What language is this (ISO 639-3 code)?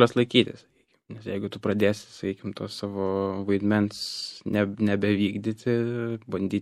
lit